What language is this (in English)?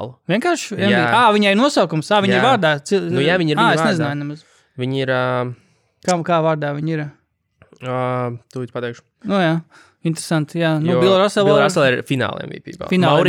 Latvian